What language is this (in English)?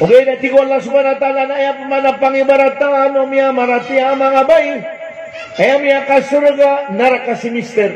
Maranao